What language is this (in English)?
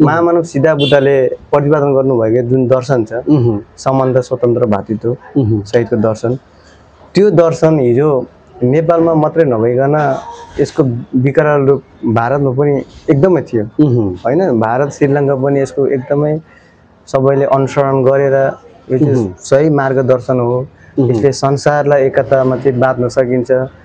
Nepali